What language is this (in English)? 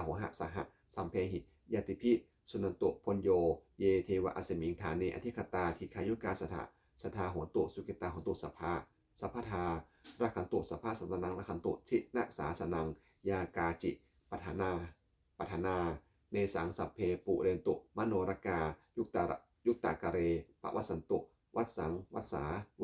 Pali